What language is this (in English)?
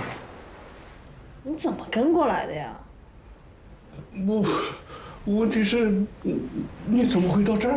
Chinese